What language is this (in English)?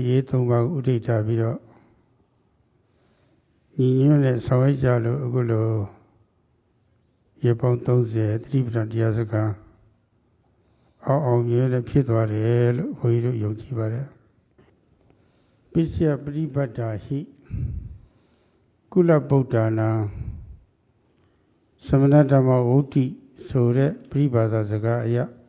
Burmese